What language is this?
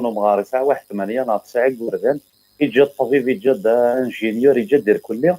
Kabyle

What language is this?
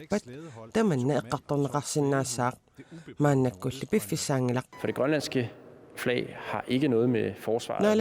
Kalaallisut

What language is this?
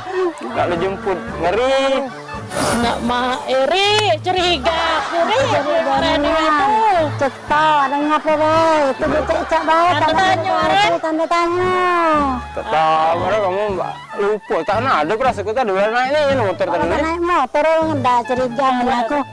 Musi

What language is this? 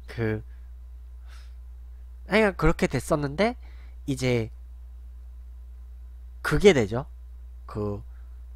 Korean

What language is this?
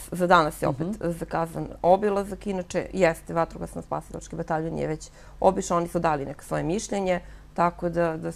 Serbian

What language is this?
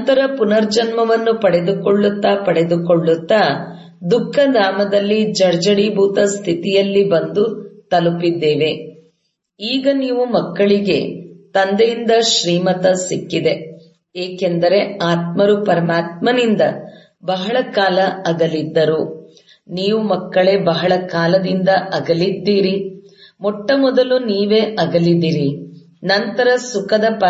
Kannada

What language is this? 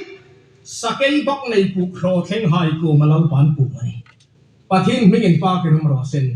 Hmar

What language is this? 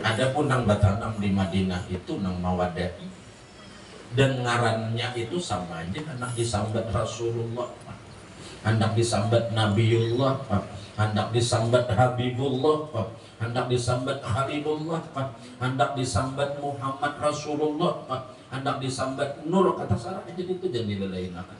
Banjar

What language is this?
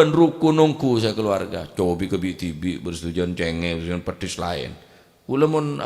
Madurese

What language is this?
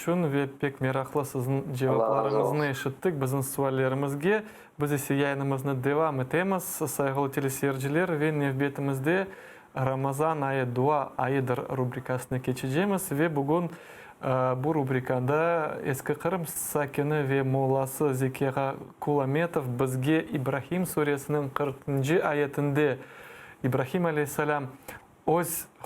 Crimean Tatar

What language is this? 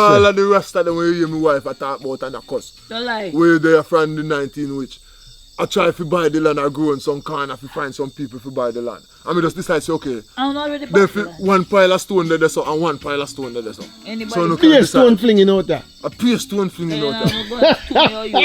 Jamaican Creole English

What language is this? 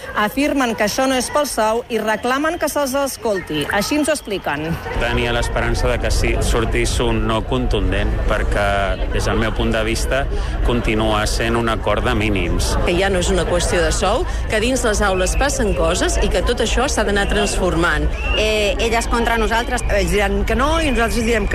Catalan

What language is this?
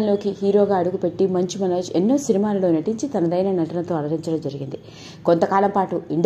Telugu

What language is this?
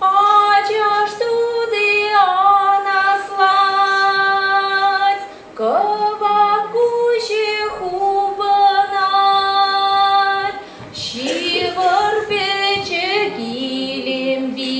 Chuvash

